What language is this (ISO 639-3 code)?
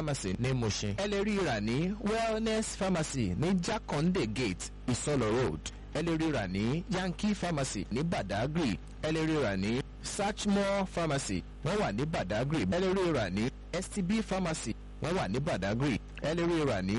yor